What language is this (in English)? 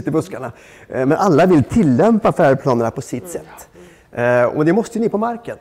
Swedish